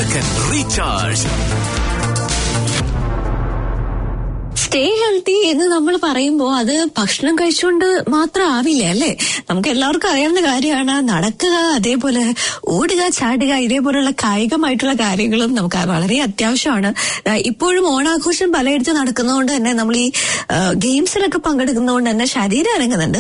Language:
Malayalam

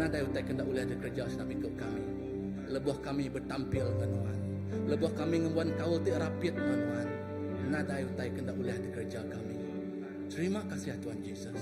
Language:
Iban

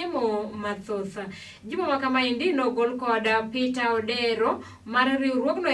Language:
Luo (Kenya and Tanzania)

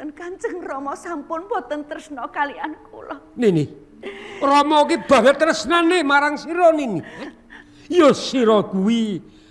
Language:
Javanese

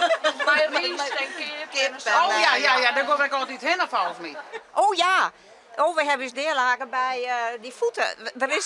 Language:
Western Frisian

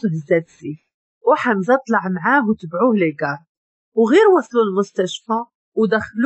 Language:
Moroccan Arabic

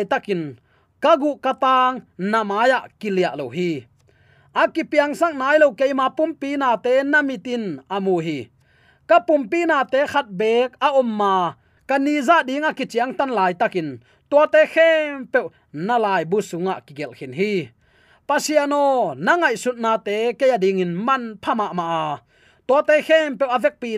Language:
Tedim Chin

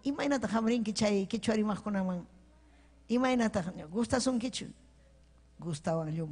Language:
Ayacucho Quechua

